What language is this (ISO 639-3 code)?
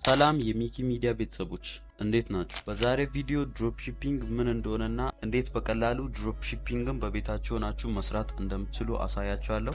amh